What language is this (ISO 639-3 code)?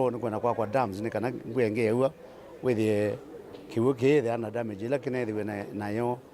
kam